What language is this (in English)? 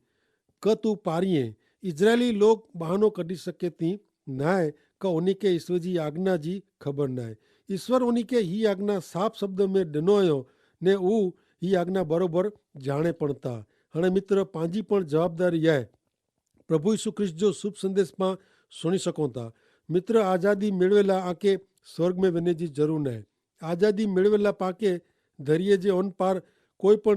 Kachhi